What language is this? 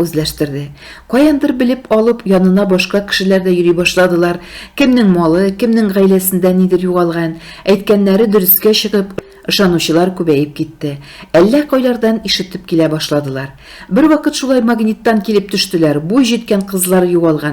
Tatar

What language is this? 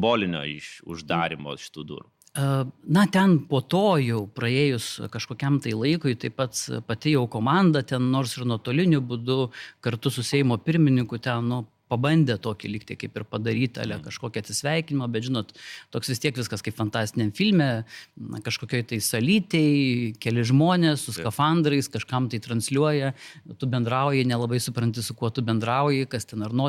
Lithuanian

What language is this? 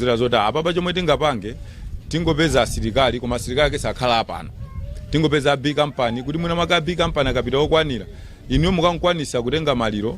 Nyanja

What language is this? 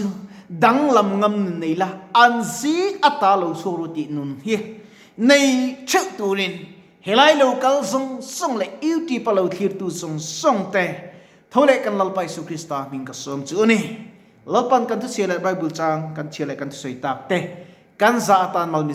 Mizo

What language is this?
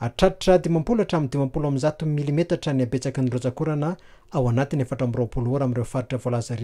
Malagasy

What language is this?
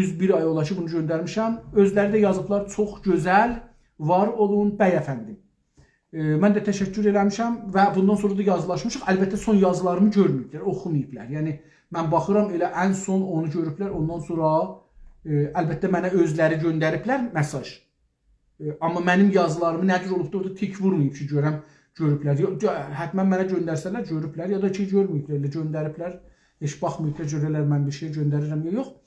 South Azerbaijani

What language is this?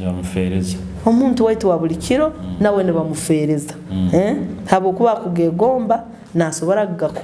Nyoro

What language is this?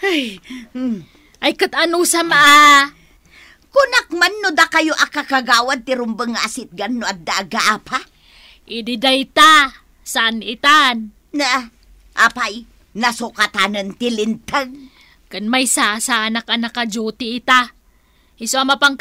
Iloko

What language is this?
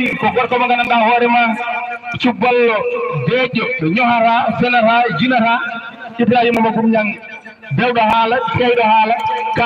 Fula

